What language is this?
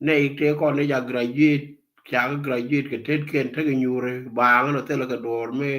Nuer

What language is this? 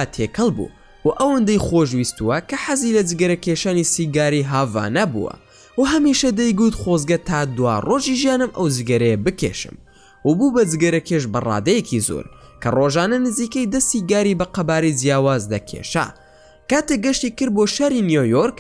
Central Kurdish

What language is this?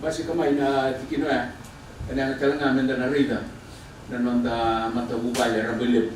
Fijian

